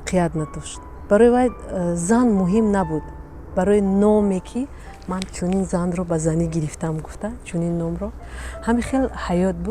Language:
Tajik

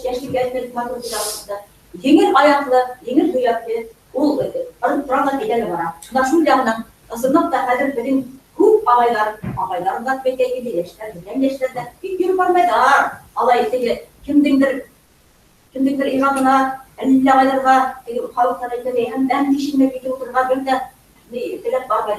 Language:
Bashkir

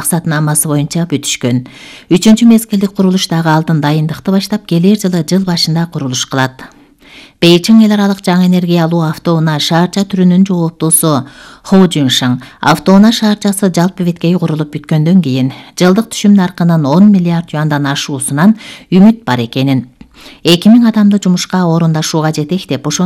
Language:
Kyrgyz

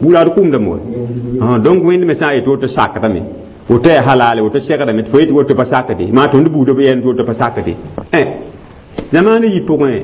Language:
Mossi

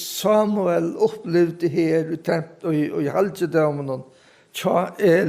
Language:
Faroese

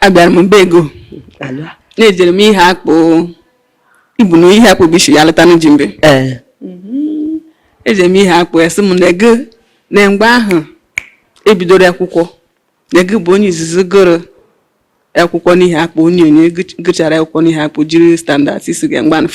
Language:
Igbo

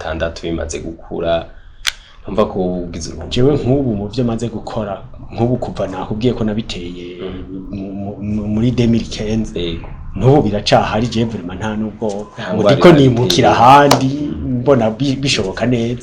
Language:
Rundi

